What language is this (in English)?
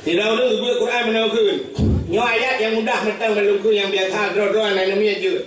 Achinese